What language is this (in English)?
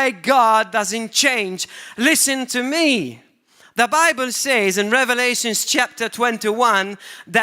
English